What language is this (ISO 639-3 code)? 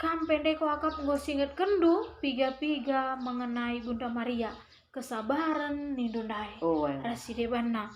btx